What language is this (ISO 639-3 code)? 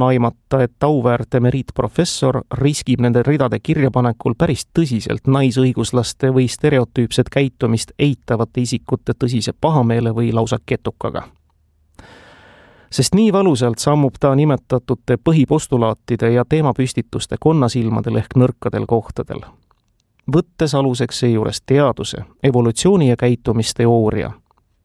est